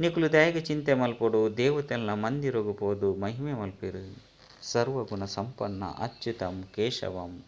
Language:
Tulu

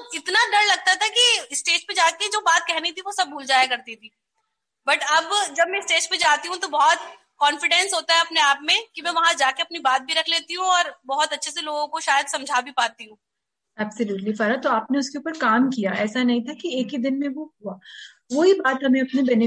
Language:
Hindi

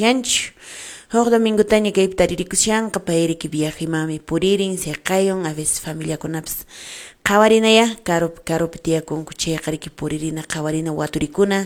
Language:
Quechua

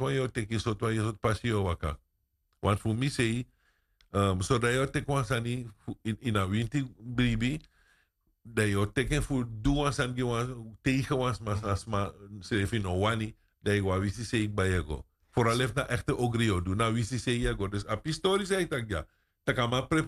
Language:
Sranan Tongo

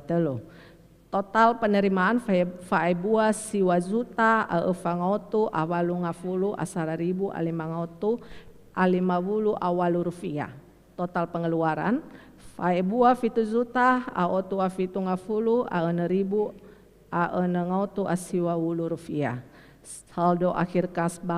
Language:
Nias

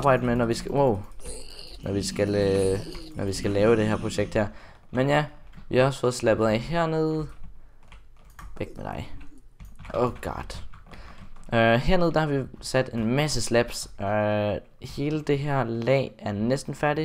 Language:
Danish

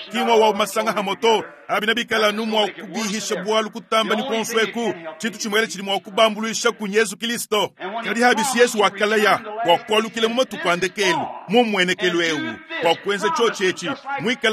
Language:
Luba-Lulua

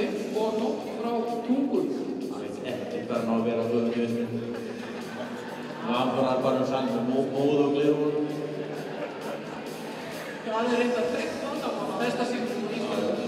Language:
Icelandic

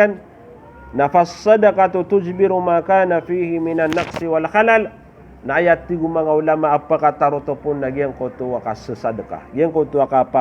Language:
Maranao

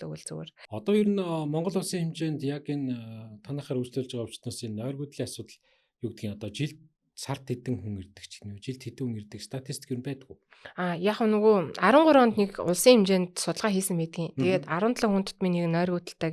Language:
Mongolian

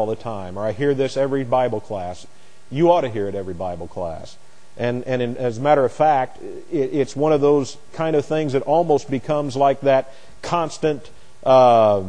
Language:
English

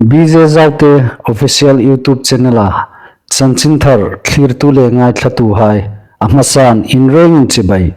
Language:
Hmar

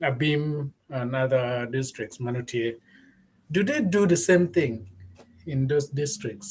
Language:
Acoli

